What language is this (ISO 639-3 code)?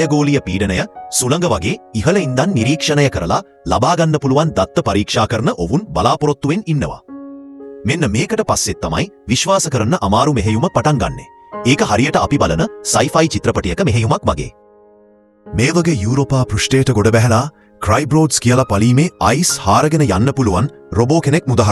sin